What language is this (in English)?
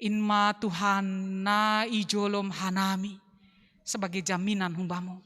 Batak Simalungun